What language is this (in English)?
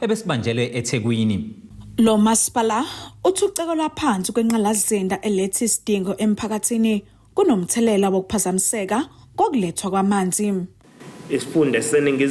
Zulu